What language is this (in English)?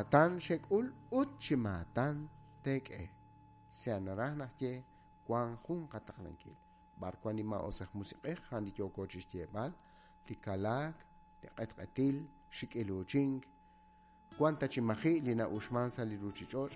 Kekchí